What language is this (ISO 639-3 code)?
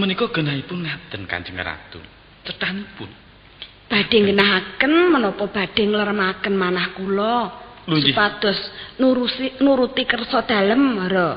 jav